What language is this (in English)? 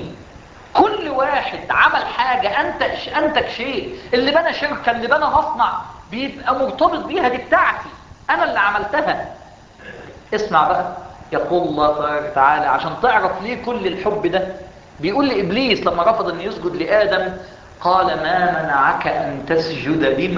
Egyptian Arabic